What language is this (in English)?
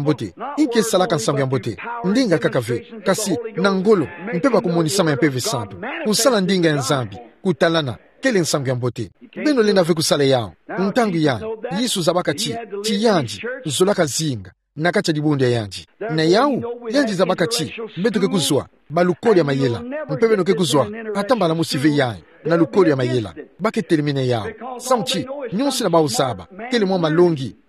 Kituba (Democratic Republic of Congo)